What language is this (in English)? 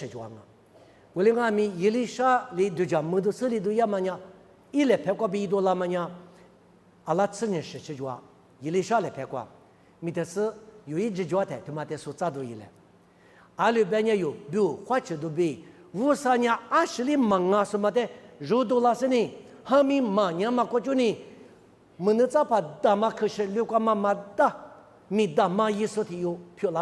Lisu